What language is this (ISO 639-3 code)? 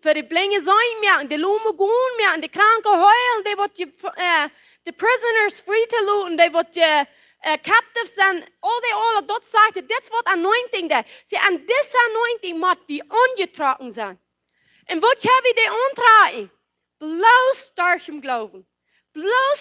pdt